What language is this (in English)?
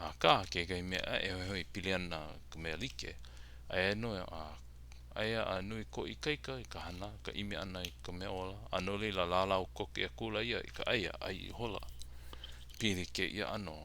Hawaiian